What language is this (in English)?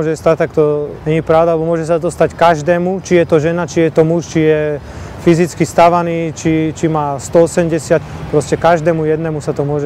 Slovak